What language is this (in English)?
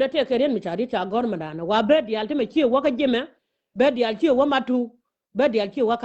Nuer